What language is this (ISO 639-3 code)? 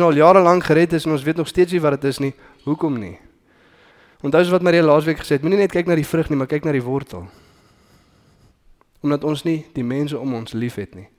afr